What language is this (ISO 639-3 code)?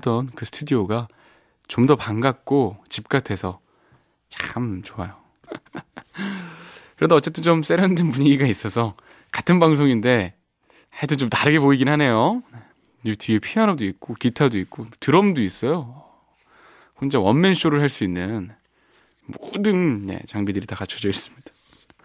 kor